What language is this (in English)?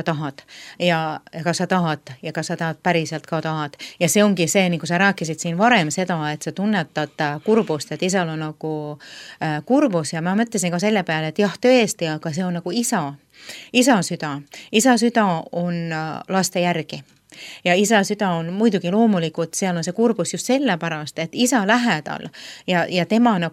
Estonian